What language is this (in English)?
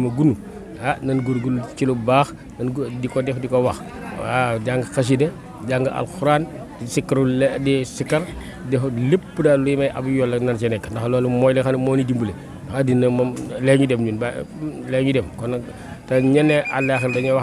Wolof